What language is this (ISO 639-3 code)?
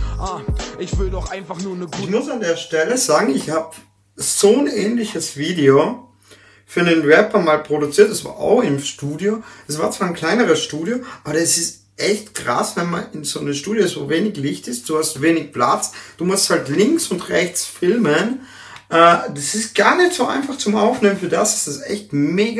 deu